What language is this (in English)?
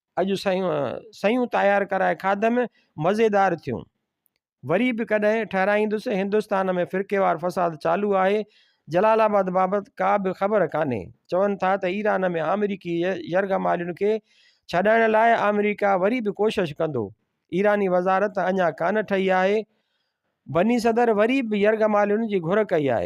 Sindhi